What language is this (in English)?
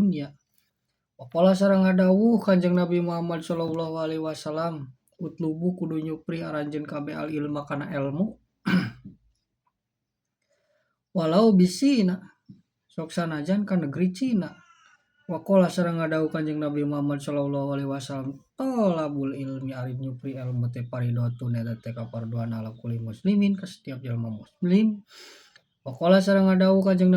Sundanese